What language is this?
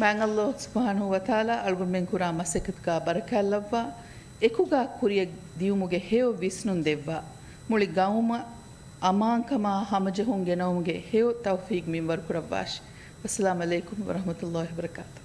Divehi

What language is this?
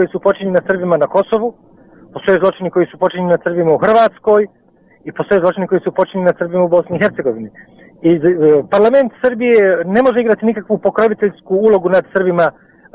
Serbian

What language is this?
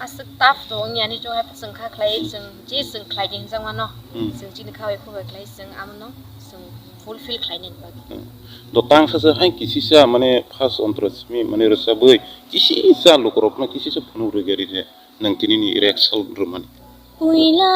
Kok Borok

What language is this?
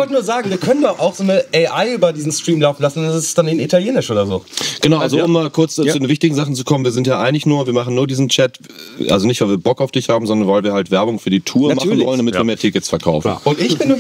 German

